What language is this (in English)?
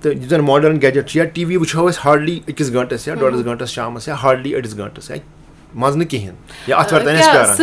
Kashmiri